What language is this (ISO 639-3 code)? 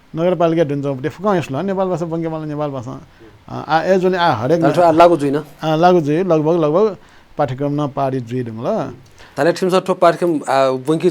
new